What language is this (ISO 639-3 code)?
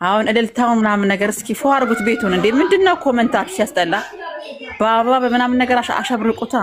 amh